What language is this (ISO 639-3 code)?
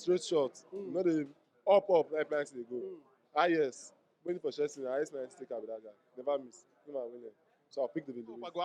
pcm